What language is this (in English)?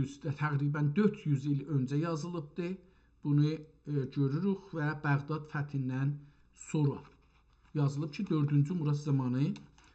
South Azerbaijani